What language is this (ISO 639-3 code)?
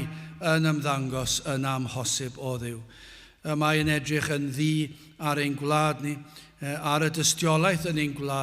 cym